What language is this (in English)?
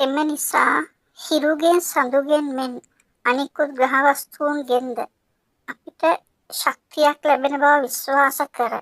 Sinhala